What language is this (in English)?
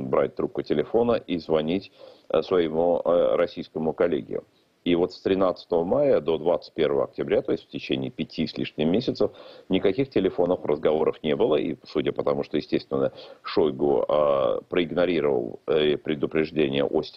Russian